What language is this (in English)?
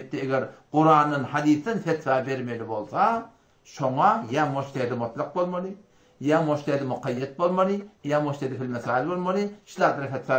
Turkmen